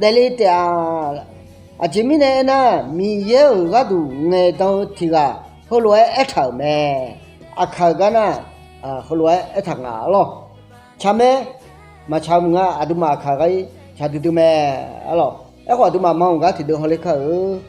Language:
Akha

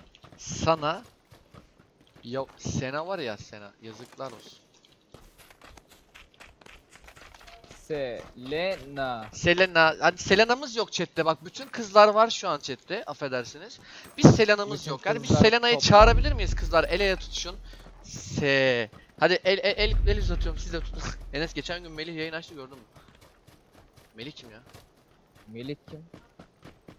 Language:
Turkish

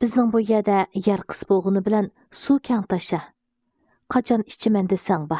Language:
Uyghur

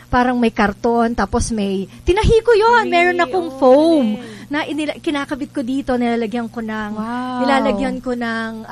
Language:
Filipino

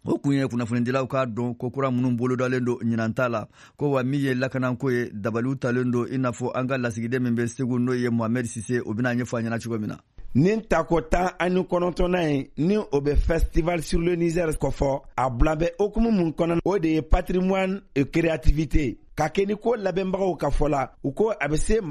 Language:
Bambara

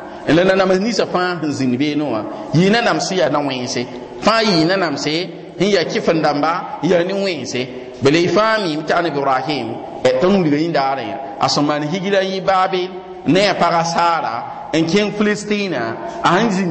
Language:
Mossi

